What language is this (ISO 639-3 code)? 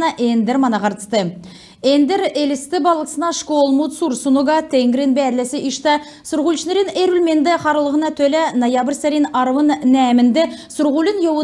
xal